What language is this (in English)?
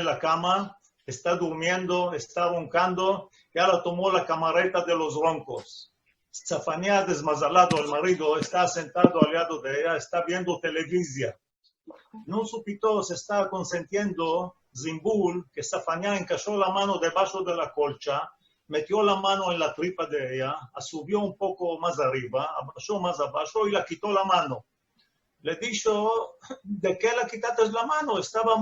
Ladino